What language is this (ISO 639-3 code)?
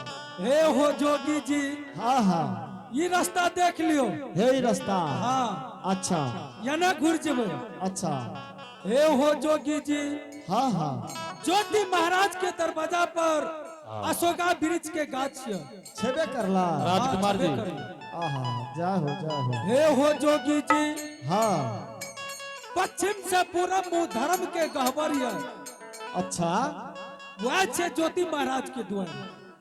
anp